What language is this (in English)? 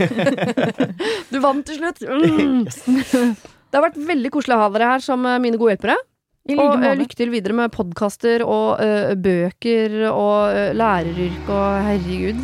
Norwegian